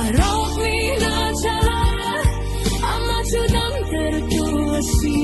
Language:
Falam Chin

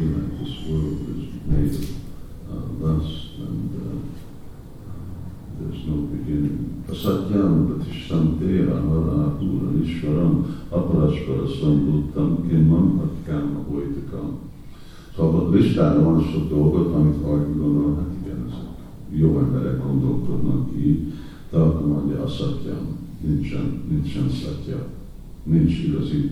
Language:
Hungarian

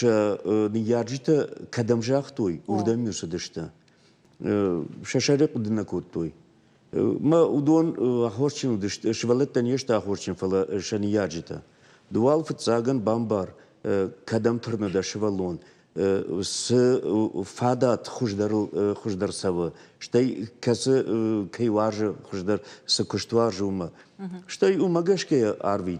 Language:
Ossetic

